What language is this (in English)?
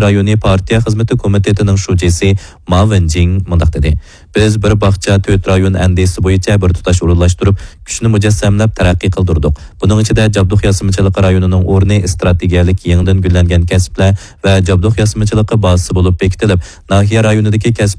Uyghur